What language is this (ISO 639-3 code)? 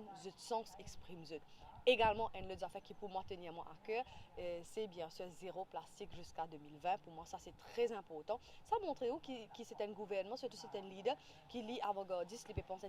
mfe